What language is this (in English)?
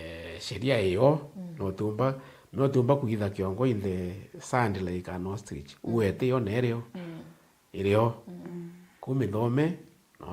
Meru